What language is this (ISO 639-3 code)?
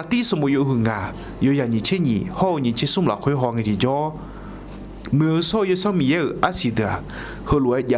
ahk